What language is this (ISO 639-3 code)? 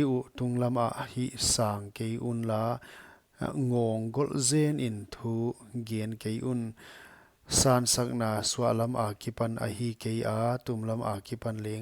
pck